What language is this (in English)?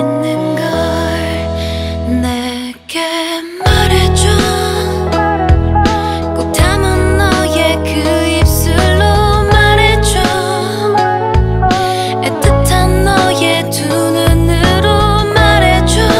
Korean